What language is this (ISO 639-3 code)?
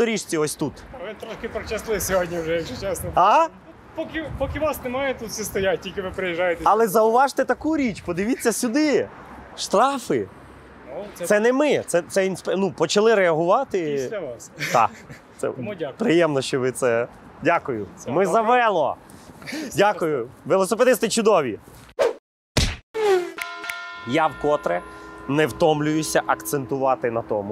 ukr